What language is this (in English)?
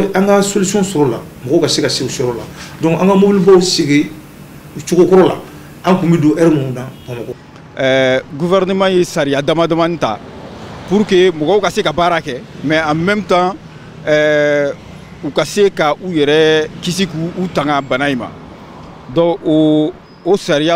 Bambara